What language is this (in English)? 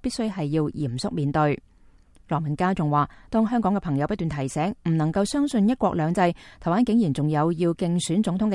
Cantonese